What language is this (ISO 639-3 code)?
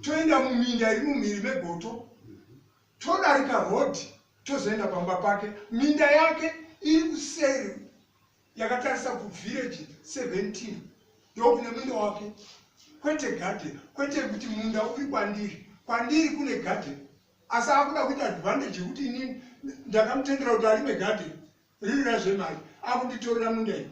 sna